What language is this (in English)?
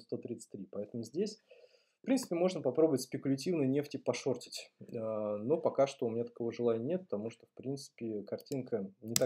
Russian